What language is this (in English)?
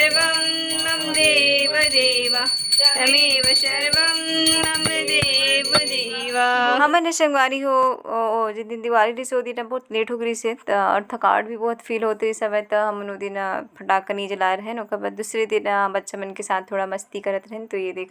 Chhattisgarhi